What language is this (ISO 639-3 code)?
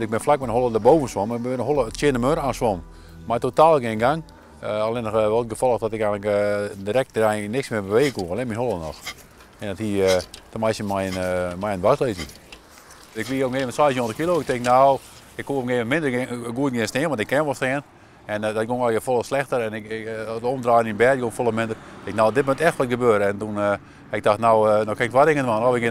fry